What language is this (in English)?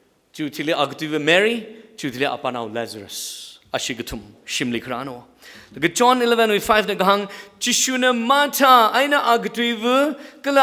Tangkhul Naga (India)